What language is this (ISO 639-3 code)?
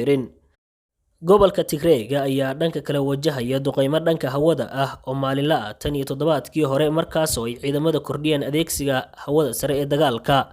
som